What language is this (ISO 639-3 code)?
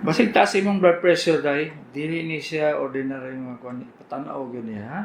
ceb